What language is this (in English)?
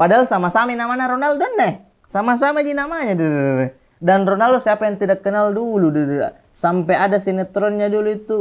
Makassar Malay